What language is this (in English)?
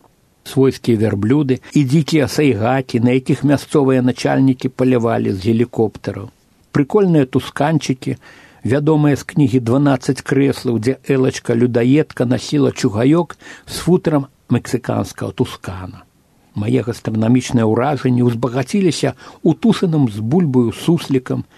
Belarusian